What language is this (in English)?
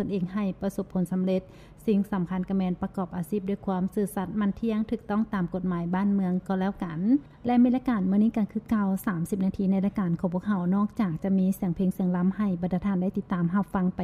Lao